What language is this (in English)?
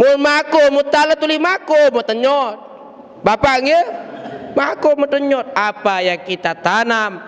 Sasak